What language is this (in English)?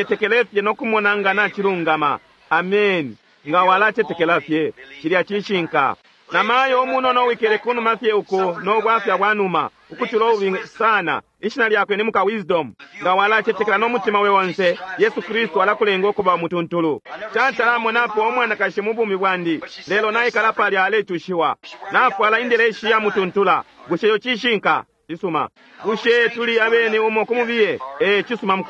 Bemba